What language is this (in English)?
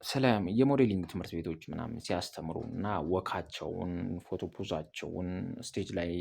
Amharic